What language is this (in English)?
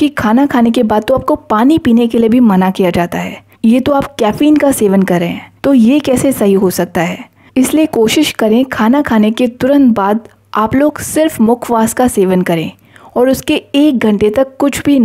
Hindi